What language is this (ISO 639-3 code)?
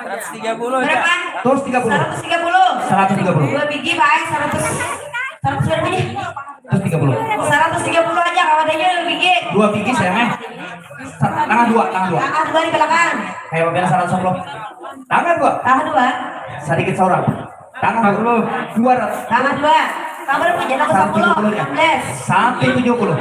bjn